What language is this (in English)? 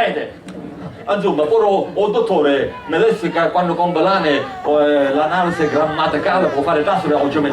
Sicilian